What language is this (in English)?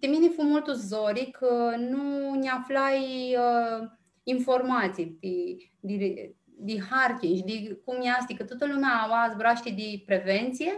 Aromanian